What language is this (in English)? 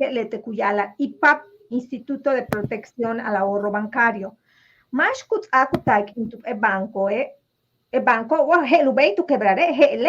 Yucateco